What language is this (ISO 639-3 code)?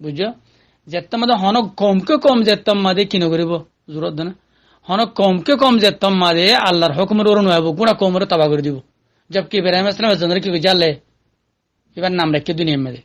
rhg